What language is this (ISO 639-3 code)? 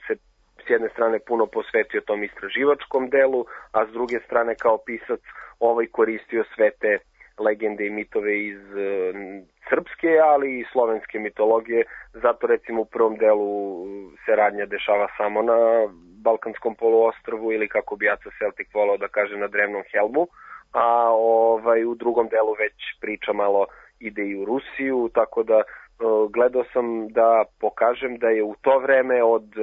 srp